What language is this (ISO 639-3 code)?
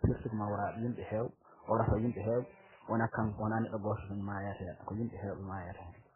ful